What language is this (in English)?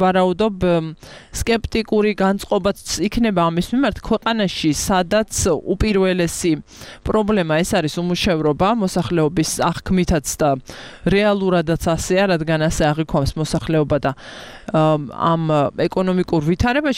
Georgian